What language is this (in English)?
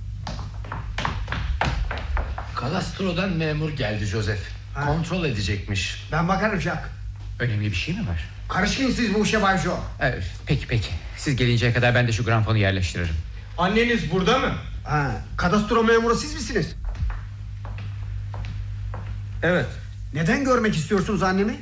Turkish